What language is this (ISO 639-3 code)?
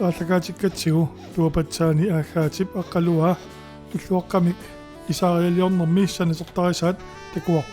kal